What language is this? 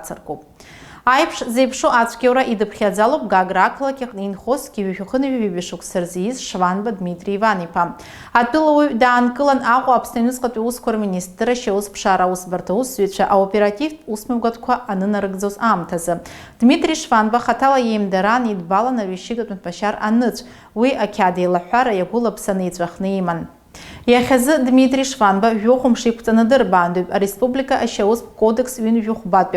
Abkhazian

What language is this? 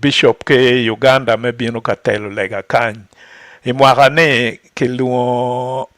Acoli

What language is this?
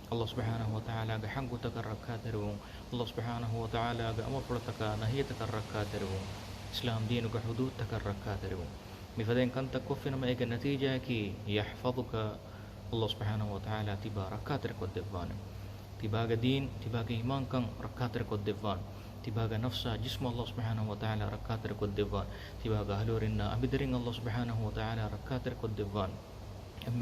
Divehi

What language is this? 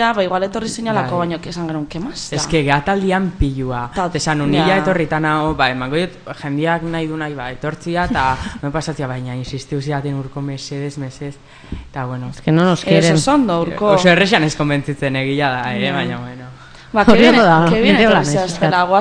Basque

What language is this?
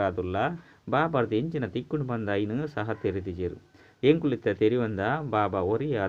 Tulu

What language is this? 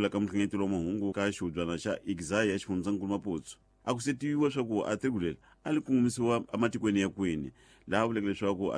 Tsonga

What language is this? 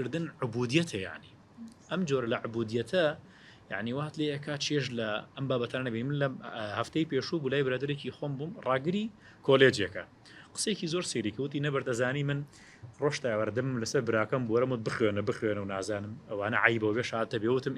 Central Kurdish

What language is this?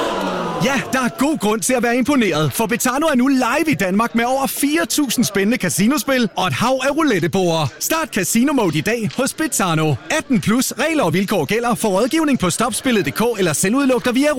Danish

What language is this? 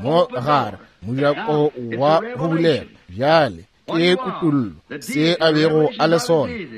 Northern Sotho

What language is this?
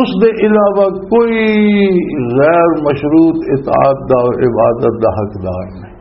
Western Panjabi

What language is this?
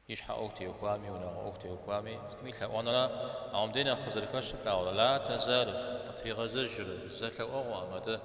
Kabardian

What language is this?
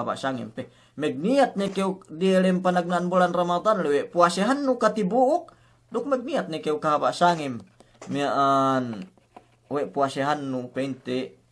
Yakan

